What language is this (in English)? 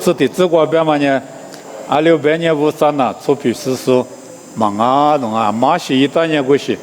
Lisu